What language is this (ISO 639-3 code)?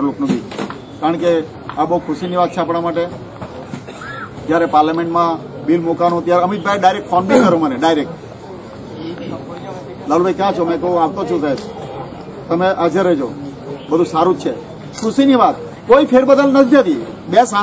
guj